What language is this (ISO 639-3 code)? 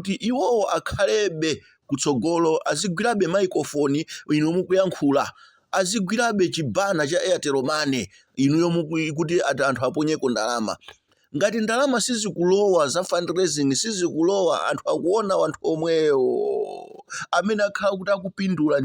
nya